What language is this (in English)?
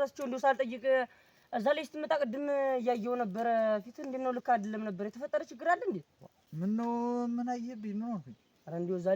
Amharic